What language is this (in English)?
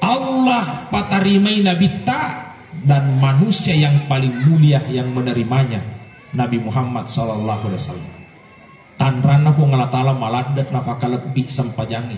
Buginese